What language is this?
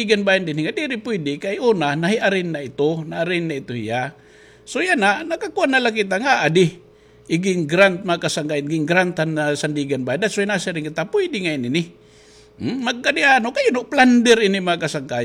Waray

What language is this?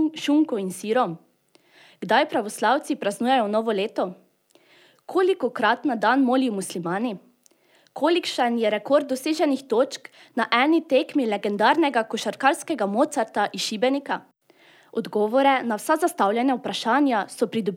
Slovenian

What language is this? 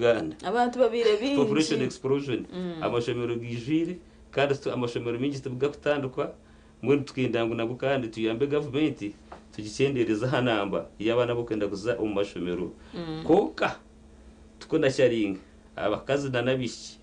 Nyankole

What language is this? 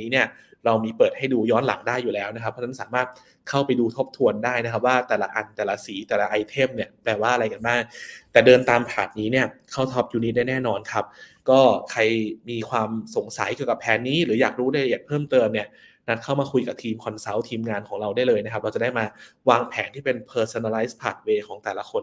Thai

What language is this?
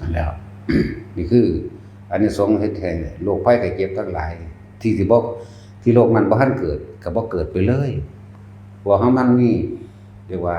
Northeastern Thai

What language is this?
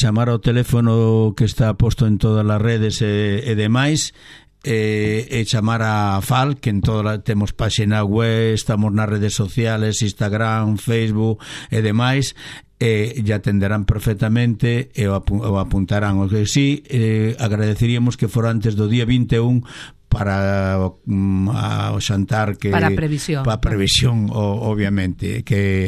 Galician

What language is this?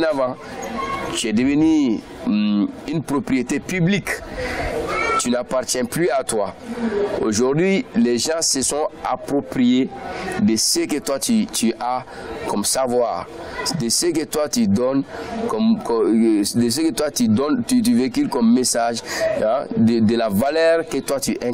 French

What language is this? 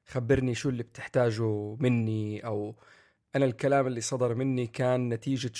North Levantine Arabic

